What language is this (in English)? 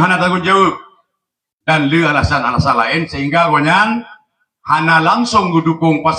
Achinese